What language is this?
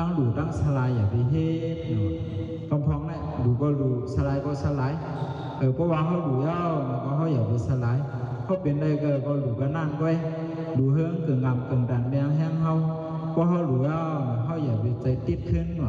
Shan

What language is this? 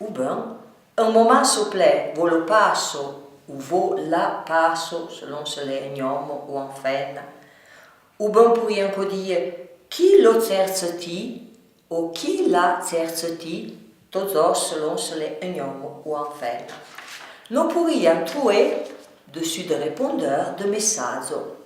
Arpitan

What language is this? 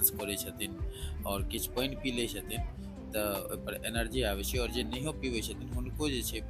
Maithili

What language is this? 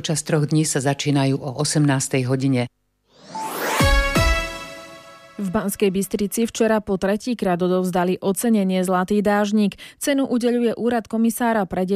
Slovak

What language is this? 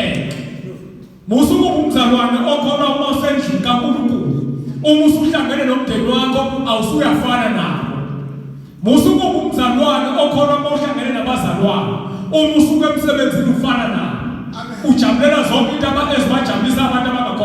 Zulu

